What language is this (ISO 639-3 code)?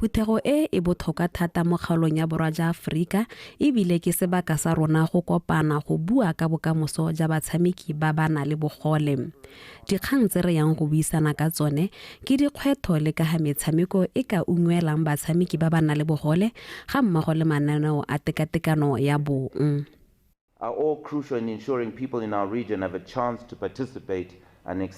tsn